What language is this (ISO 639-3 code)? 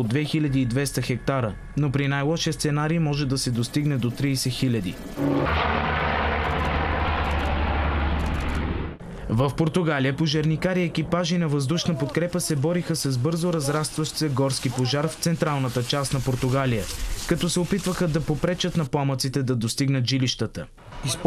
bul